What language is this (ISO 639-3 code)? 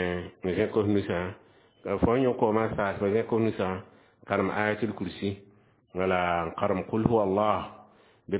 mos